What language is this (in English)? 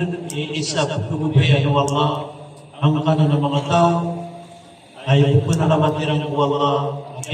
Maranao